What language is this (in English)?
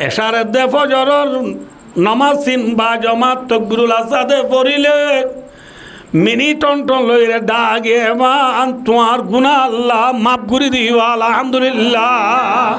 Rohingya